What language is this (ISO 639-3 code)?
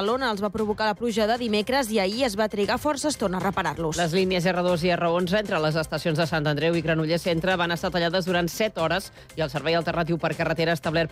cat